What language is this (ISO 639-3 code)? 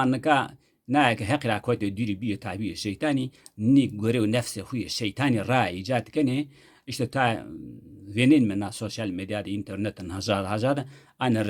zza